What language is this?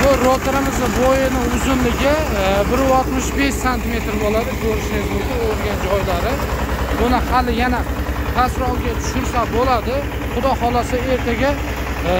Uzbek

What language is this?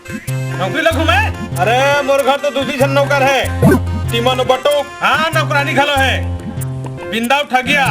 Chhattisgarhi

